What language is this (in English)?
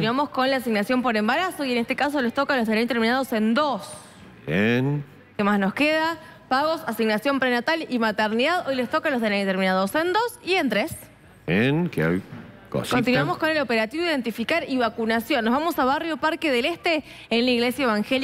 Spanish